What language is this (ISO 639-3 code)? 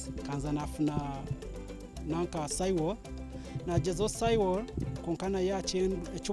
nyn